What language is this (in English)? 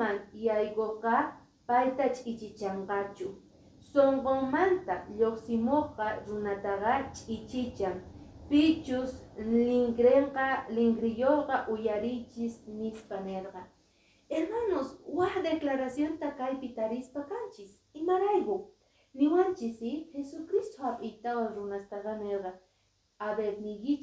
Quechua